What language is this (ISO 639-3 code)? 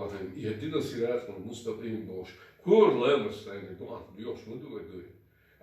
che